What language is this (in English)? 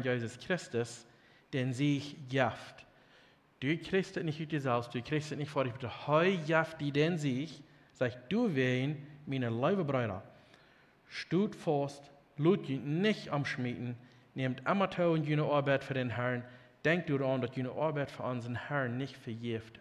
Plautdietsch